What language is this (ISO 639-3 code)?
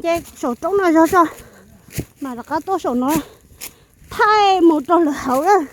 hmn